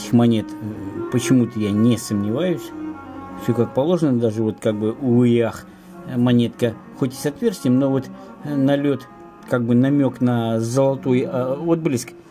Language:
Russian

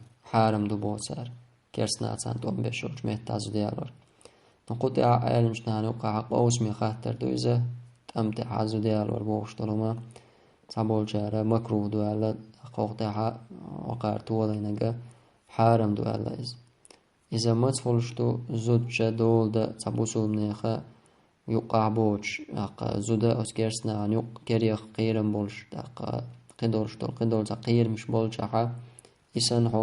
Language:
Chechen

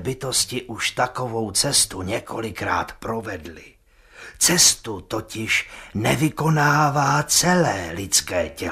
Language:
Czech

